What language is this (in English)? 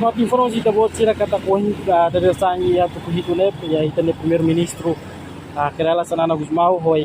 Tetum